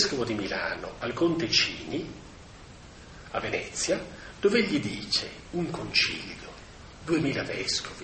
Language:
Italian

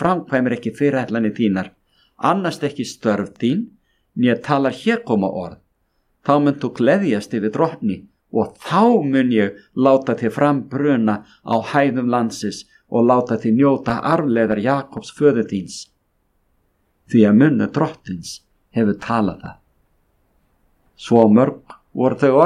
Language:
Icelandic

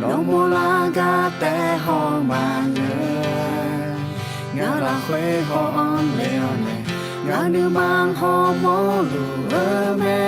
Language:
Akha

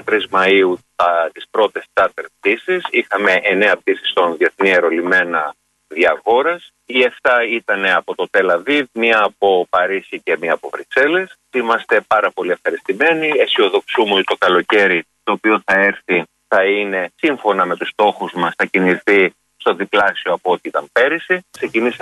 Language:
Greek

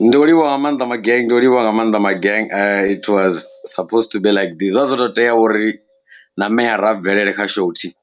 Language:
Venda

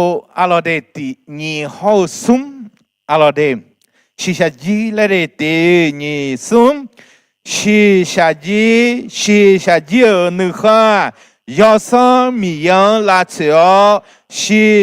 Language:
Akha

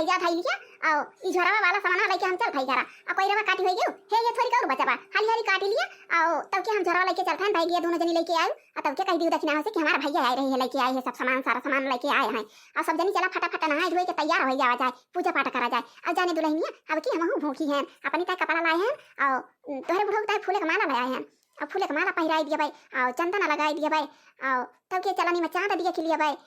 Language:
Awadhi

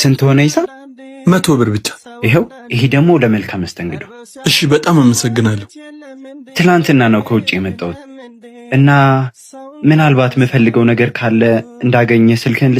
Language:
Amharic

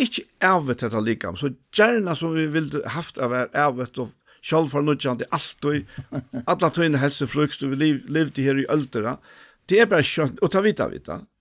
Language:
Faroese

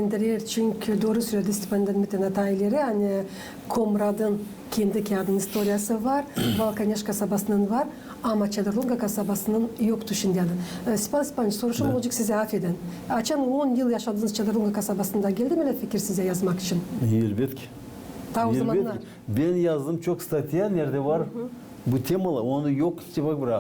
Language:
Gagauz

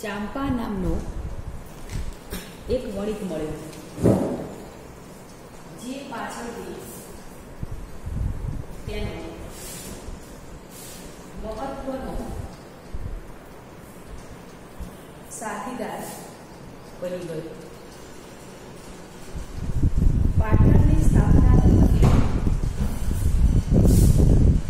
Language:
Gujarati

